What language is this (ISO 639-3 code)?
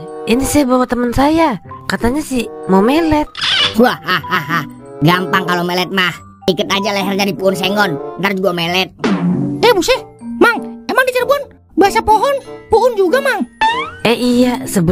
bew